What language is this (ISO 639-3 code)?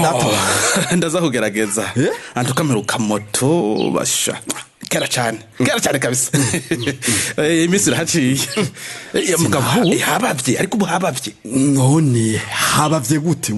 run